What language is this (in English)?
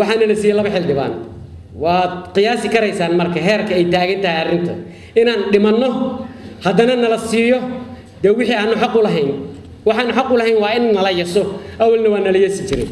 Somali